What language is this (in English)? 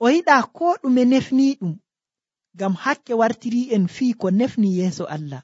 Nigerian Fulfulde